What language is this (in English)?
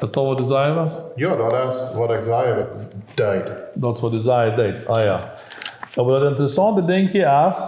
Plautdietsch